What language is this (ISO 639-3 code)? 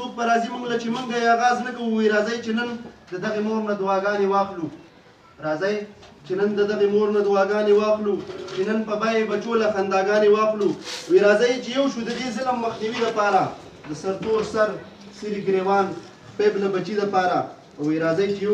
pus